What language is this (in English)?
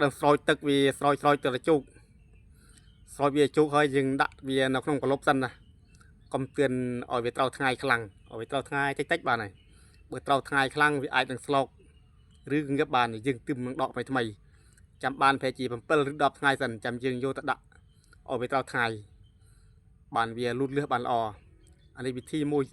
Khmer